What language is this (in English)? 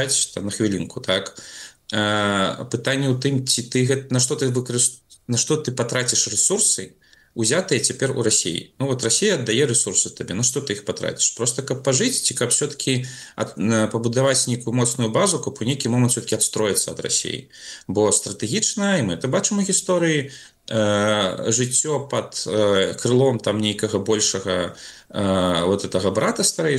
Belarusian